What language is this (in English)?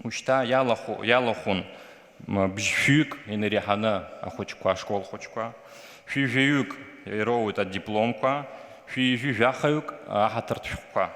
Abkhazian